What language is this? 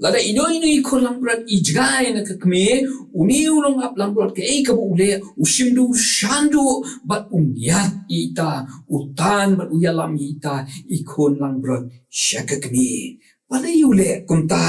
Khasi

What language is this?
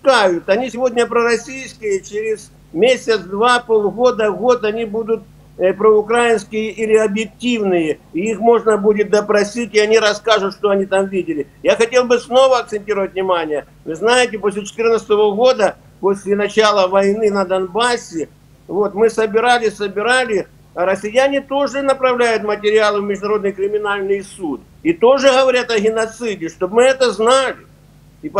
Russian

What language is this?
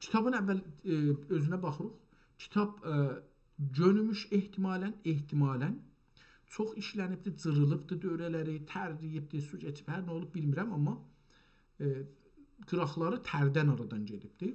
South Azerbaijani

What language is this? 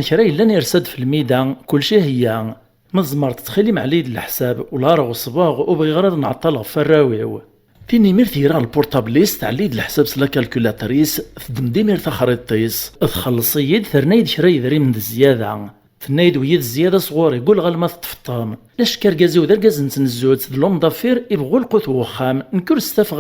Kabyle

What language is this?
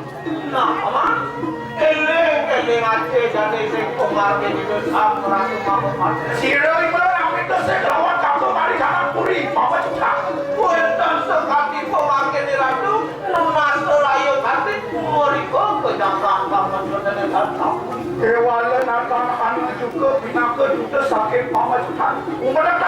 Balinese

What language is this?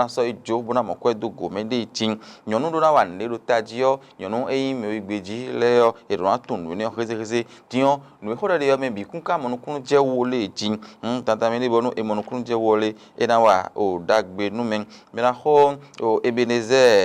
Fon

